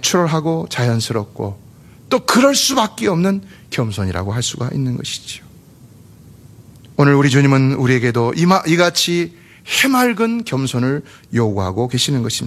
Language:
Korean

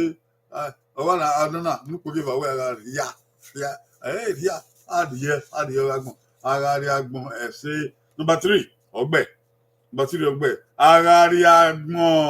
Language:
Bini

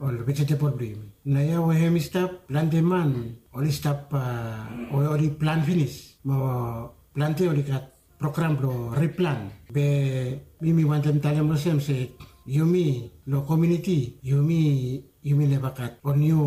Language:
Bislama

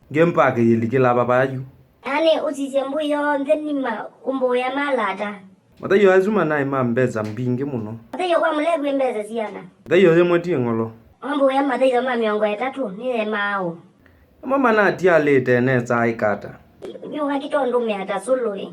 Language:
Kamba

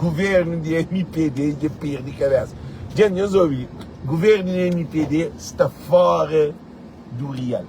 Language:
Kabuverdianu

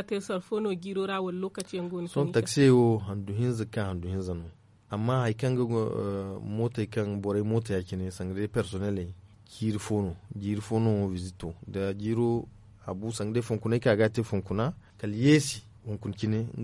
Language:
Zarma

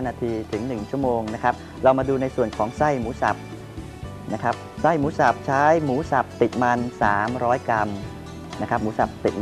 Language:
Thai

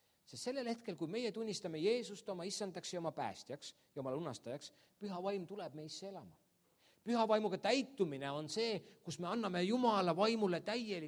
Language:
Estonian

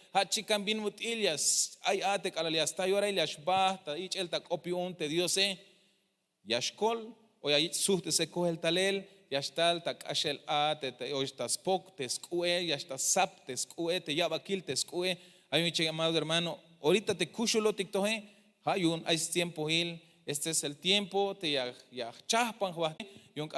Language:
Tzeltal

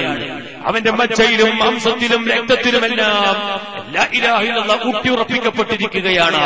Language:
Malayalam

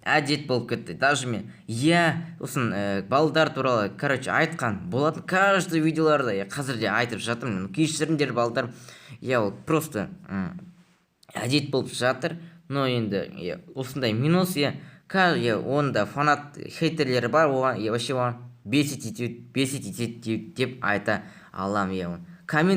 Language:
Kazakh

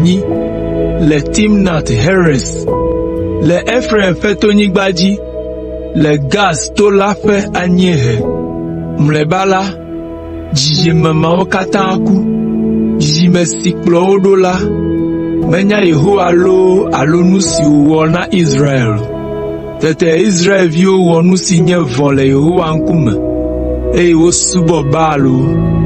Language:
Ewe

